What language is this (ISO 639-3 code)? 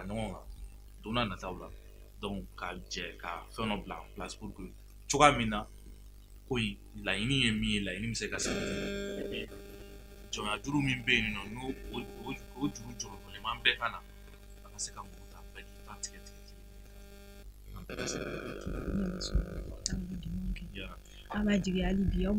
bam